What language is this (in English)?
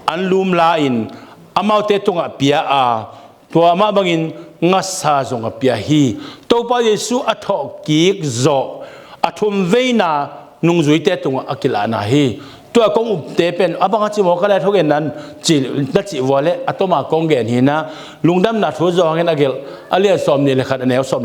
Tedim Chin